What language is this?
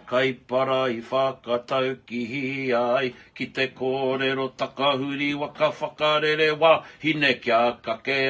Māori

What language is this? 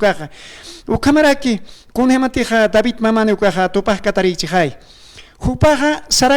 Aymara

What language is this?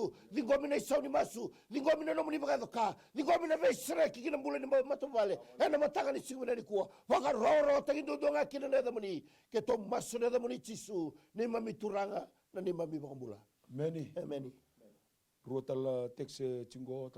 Fijian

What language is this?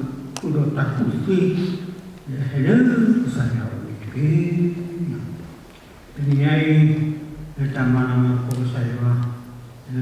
S'gaw Karen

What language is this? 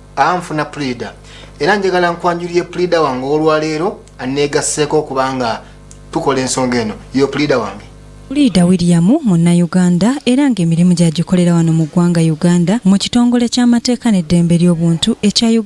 Ganda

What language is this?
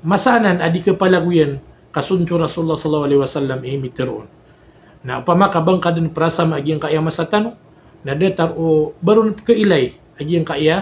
Maranao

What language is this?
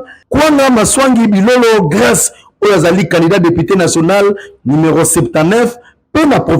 Lingala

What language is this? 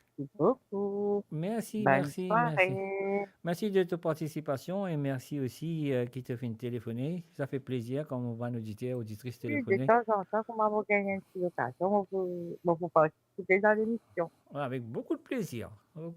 Morisyen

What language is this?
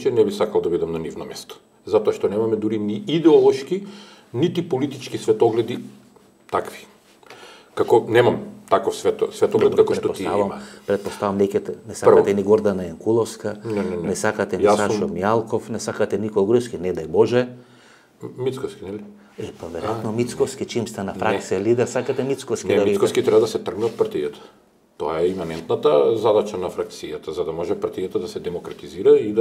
Macedonian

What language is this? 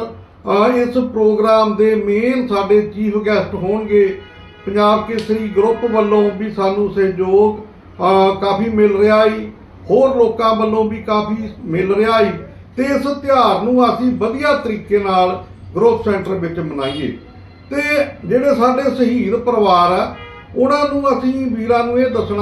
Punjabi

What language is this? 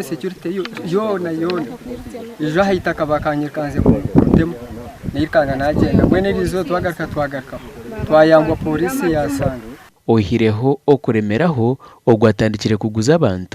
Nyankole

